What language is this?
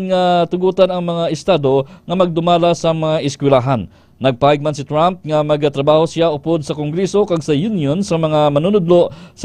Hiligaynon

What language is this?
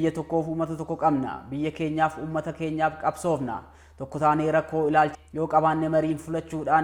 Oromo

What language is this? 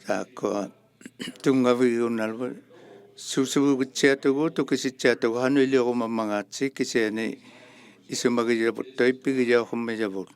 Inuktitut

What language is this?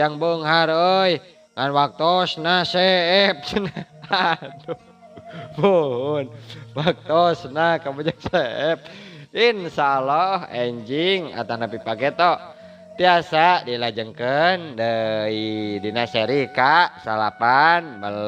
Sundanese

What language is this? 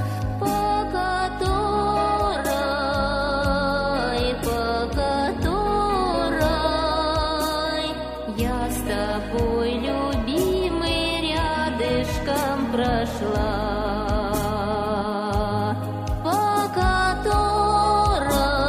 Russian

